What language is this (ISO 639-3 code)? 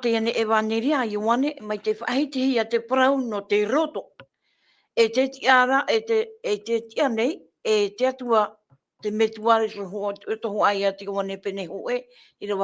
tah